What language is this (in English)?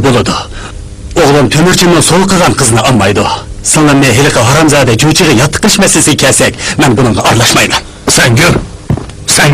Uyghur